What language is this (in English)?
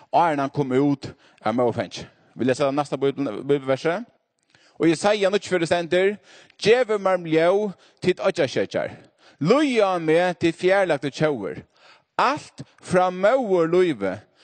Faroese